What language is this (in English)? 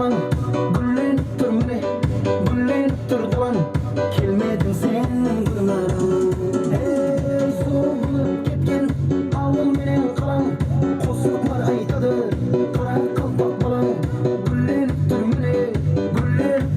Kara-Kalpak